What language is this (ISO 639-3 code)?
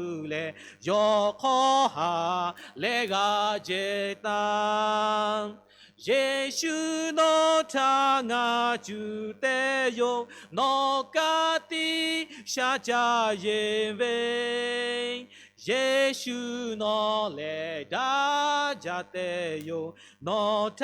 lhu